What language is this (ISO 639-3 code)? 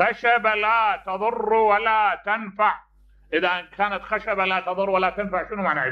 acm